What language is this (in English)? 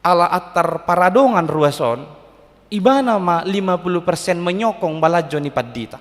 Batak Toba